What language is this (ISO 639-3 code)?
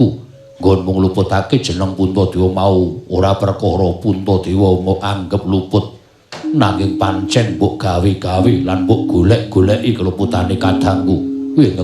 jav